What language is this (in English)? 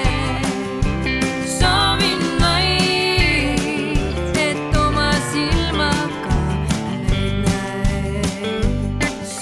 Estonian